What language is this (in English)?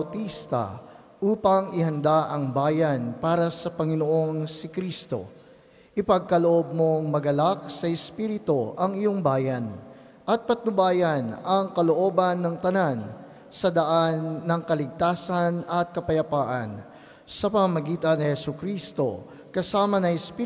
Filipino